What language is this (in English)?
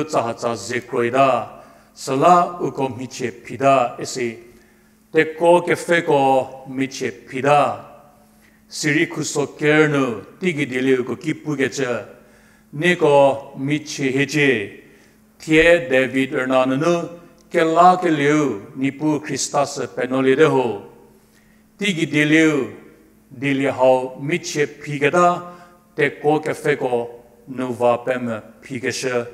Angami Naga